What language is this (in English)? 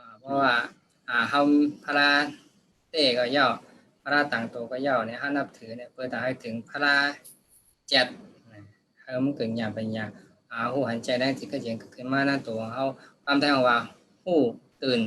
Shan